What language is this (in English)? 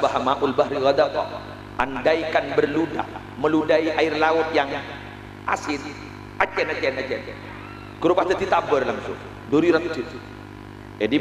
Madurese